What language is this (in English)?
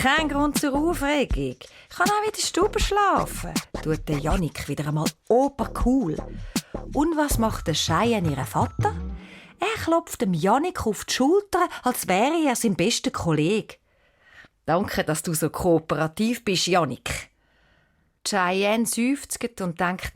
Swiss German